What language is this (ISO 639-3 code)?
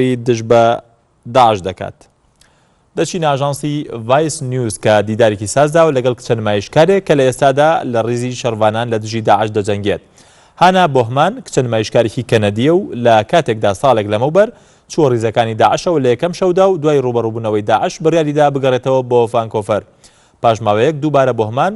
ckb